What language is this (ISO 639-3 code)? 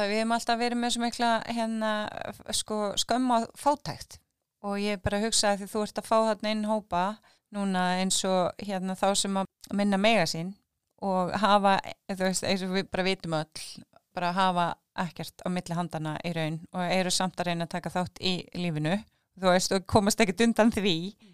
isl